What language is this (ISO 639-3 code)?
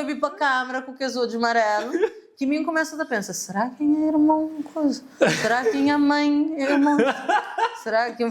kea